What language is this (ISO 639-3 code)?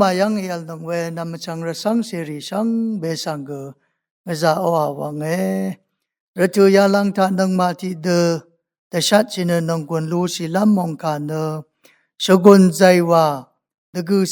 raw